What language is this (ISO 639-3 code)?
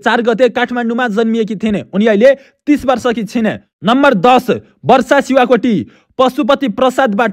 nep